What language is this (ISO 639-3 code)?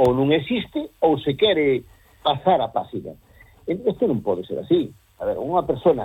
glg